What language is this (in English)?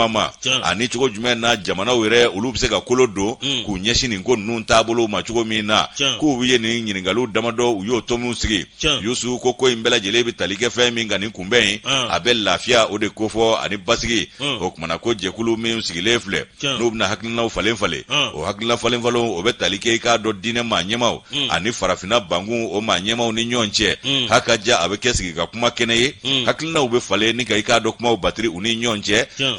Bambara